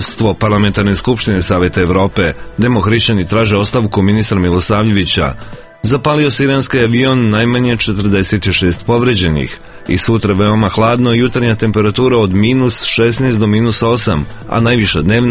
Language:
Serbian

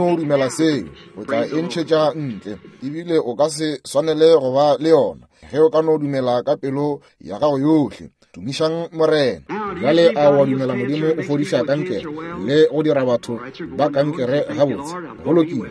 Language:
Northern Sotho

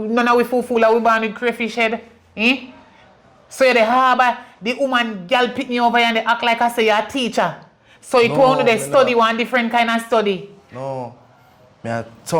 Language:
Jamaican Creole English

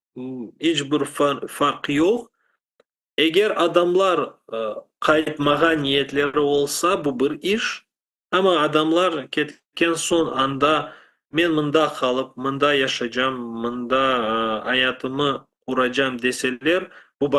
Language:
Crimean Tatar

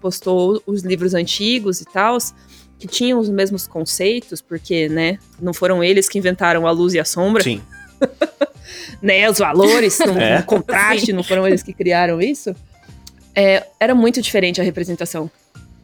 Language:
Portuguese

